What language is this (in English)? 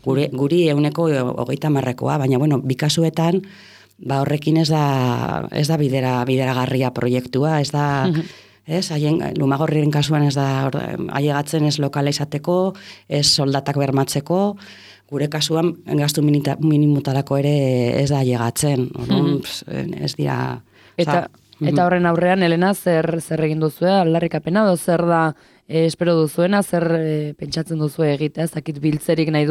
Basque